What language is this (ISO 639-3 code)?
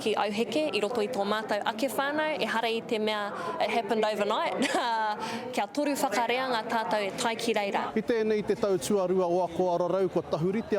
mri